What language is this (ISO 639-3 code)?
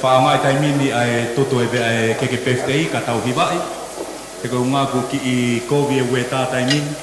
ton